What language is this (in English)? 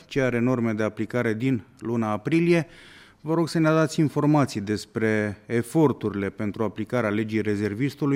Romanian